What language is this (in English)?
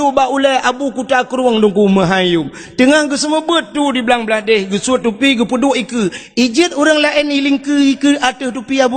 Achinese